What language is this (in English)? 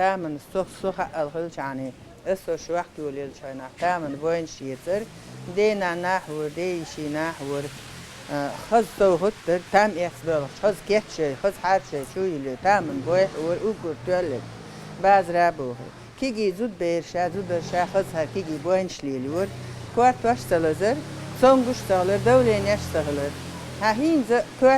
Chechen